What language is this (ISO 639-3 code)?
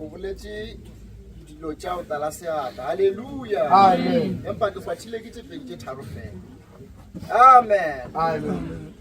nso